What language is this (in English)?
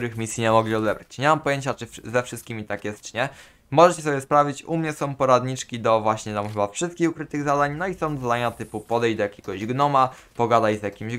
Polish